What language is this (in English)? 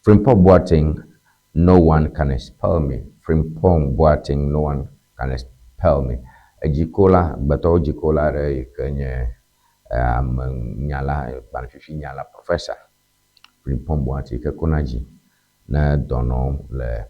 Ewe